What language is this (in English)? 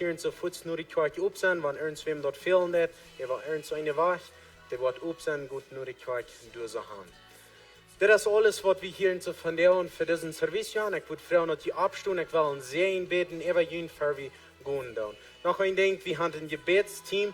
Plautdietsch